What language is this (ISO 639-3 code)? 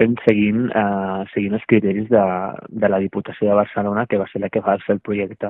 cat